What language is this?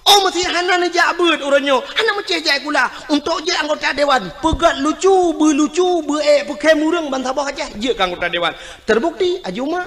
Achinese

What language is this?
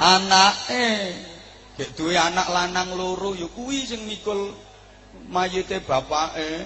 Javanese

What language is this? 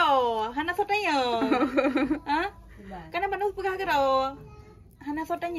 Achinese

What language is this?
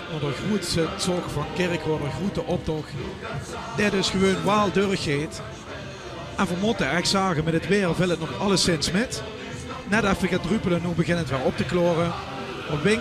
Limburgish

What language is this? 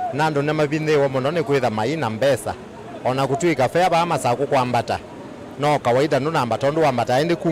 Kamba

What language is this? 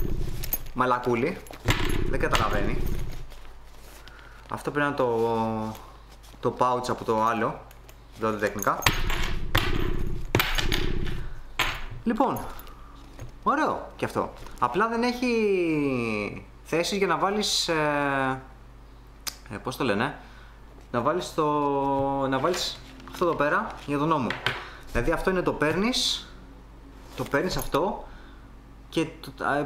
Greek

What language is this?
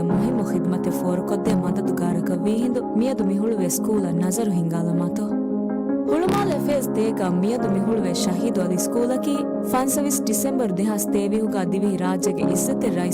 Divehi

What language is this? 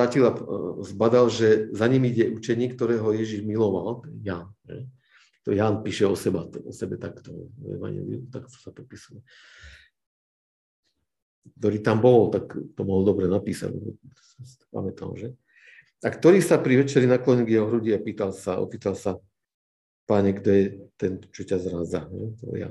Slovak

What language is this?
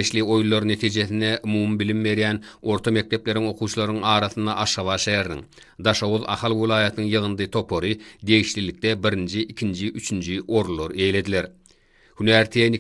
Turkmen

